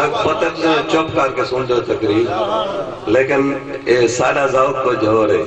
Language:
Saraiki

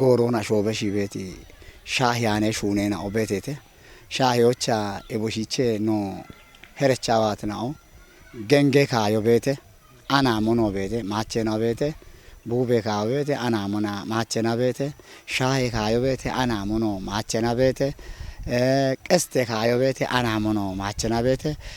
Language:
Kafa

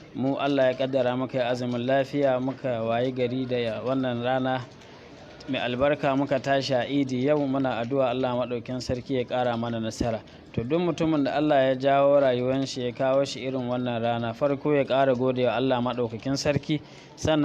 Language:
Hausa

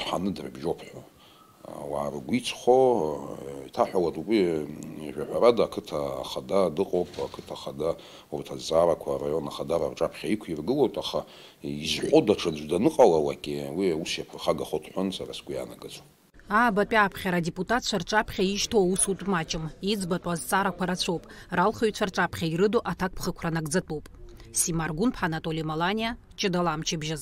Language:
Abkhazian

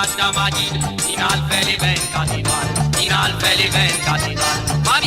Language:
Morisyen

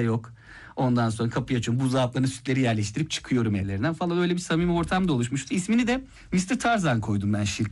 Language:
Turkish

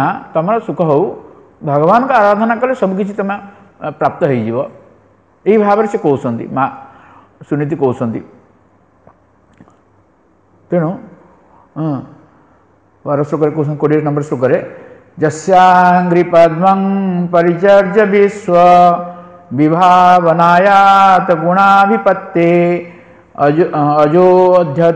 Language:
Odia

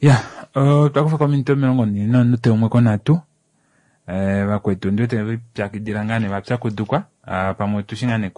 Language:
Kuanyama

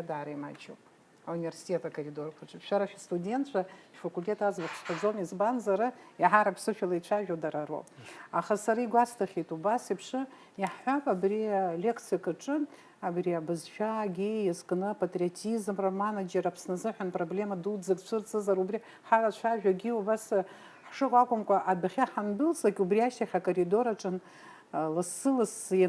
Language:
Abkhazian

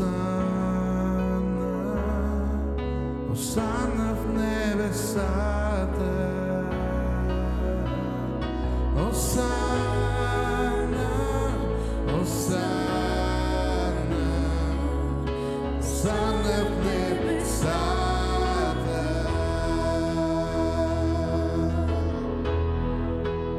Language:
Bulgarian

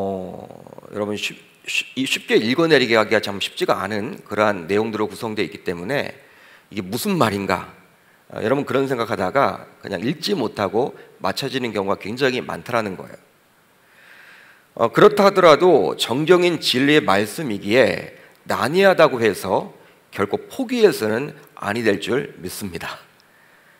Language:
Korean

